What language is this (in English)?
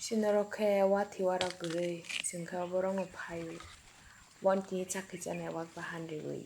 Kok Borok